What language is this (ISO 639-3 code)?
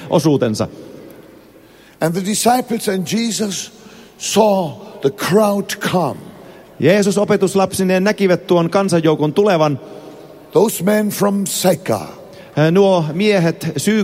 fin